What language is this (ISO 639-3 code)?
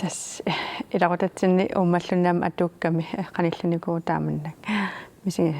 kal